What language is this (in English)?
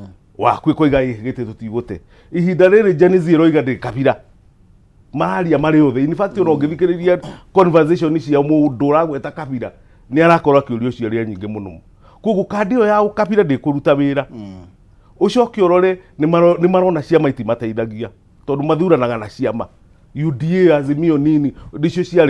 Kikuyu